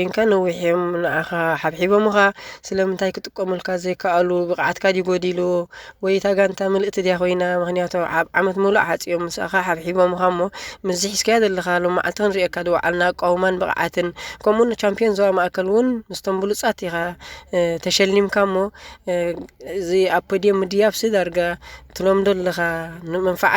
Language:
Tigrinya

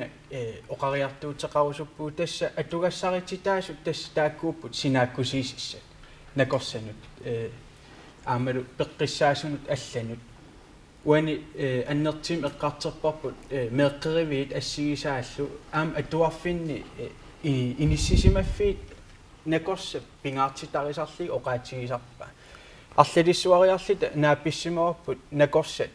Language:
Kalaallisut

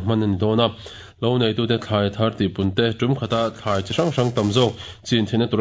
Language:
Mizo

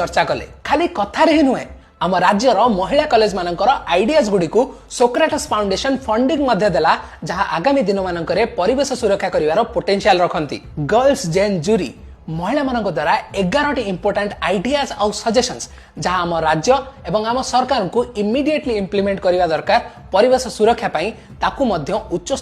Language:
Odia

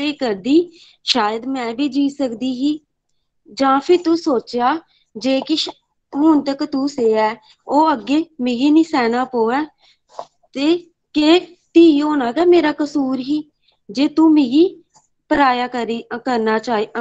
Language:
Dogri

